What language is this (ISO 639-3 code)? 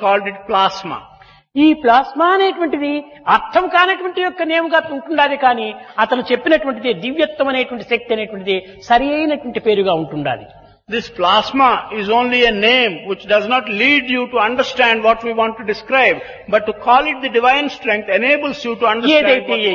tel